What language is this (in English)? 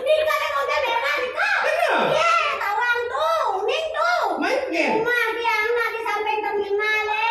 Balinese